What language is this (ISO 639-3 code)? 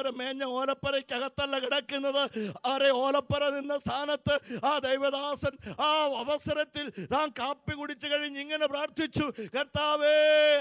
mal